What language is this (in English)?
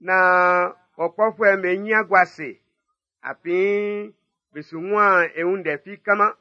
Baoulé